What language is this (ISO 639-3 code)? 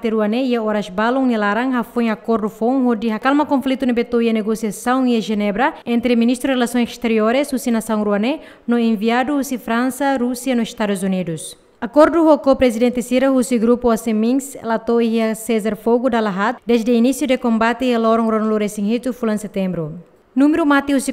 tet